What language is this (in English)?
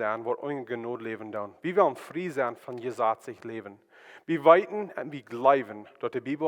Plautdietsch